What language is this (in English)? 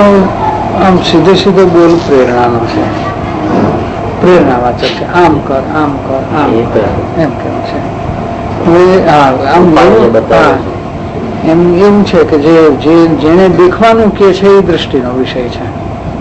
Gujarati